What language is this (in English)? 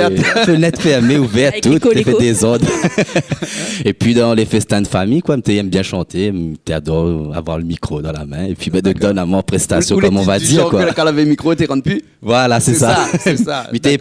Réunion Creole French